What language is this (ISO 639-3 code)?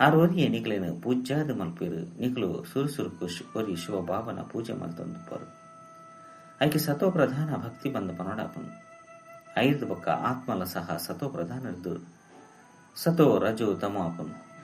tcy